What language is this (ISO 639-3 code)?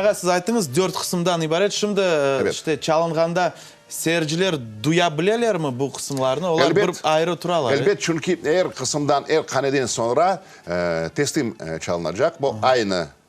crh